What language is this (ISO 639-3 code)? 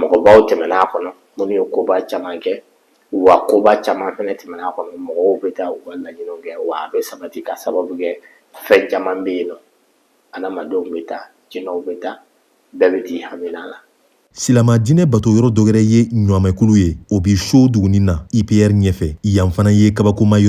bam